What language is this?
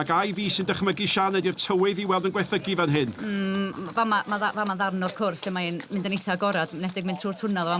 Welsh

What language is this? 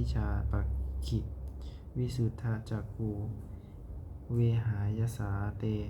Pali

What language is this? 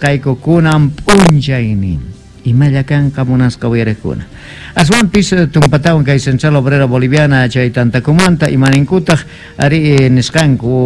South Bolivian Quechua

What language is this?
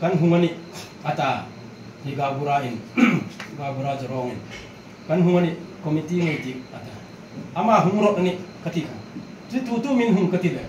Hmar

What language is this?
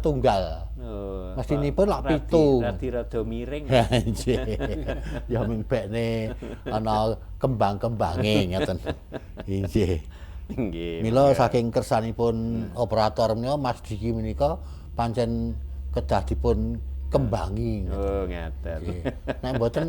Javanese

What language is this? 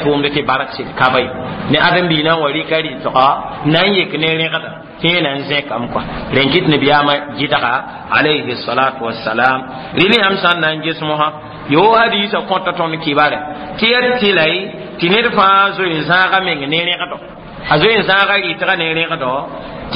Mossi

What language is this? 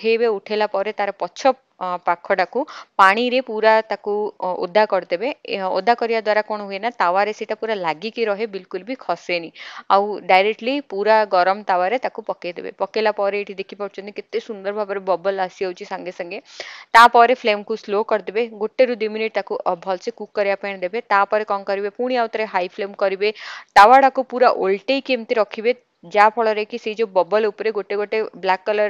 Odia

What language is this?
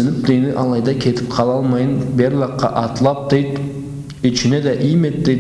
Karachay-Balkar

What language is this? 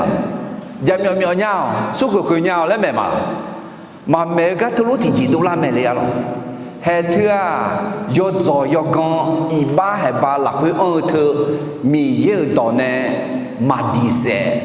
Akha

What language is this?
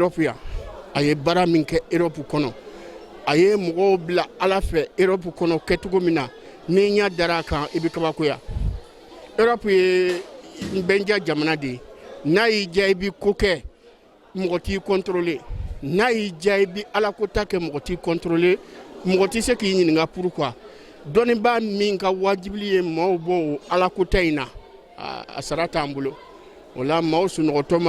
Bambara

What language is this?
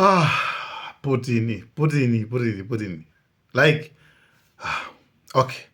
Nyanja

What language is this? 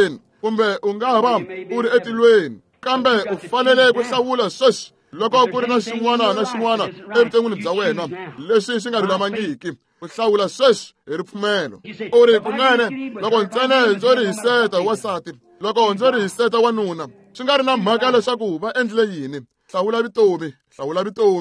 Tsonga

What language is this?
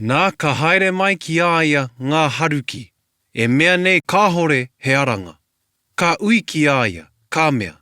Māori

